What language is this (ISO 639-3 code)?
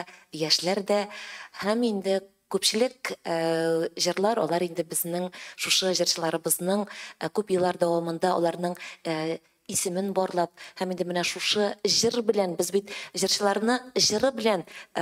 tat